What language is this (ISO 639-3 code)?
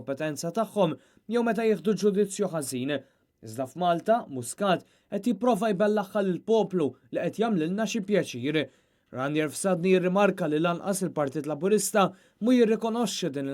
mlt